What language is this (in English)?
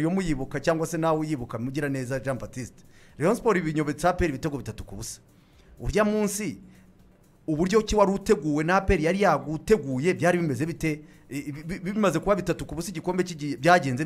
Kinyarwanda